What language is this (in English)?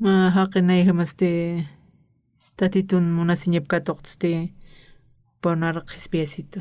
Aymara